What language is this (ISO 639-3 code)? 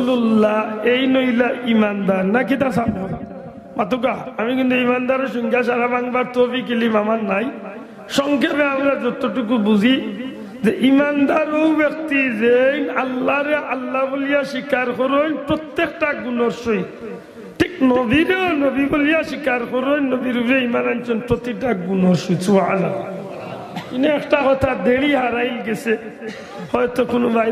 syl